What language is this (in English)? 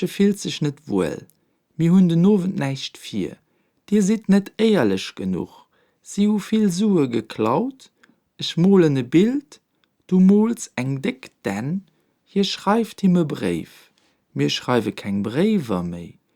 Luxembourgish